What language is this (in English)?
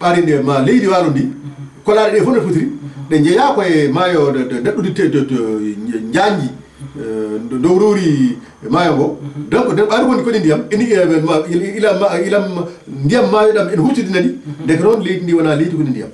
Fula